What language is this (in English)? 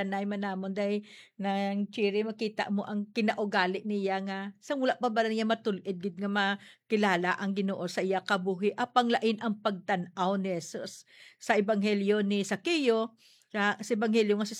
Hiligaynon